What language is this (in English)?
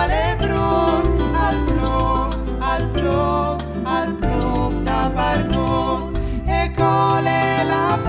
Friulian